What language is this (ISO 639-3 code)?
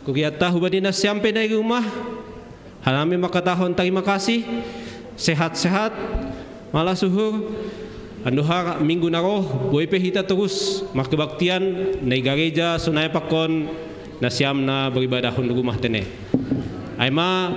bts